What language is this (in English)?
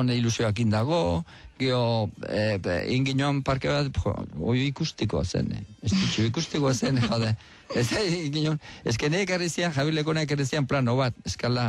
Basque